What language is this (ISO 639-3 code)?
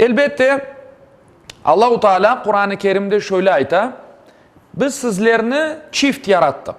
crh